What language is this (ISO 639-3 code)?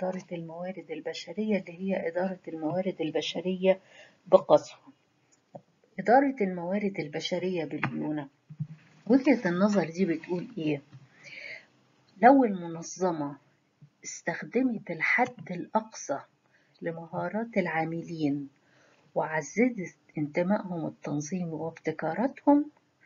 arz